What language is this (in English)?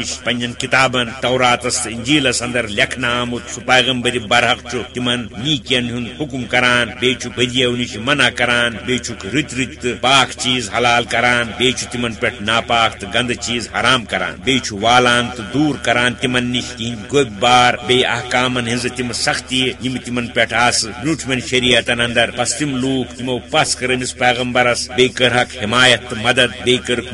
Kashmiri